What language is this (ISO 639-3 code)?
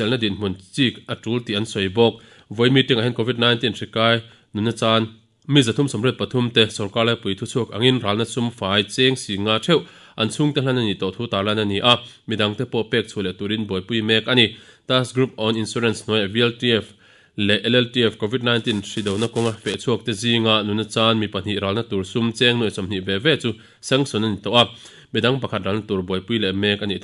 lus